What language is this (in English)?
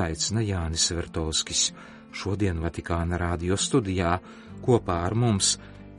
Latvian